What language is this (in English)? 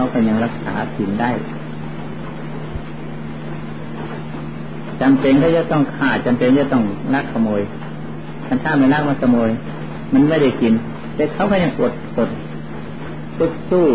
Thai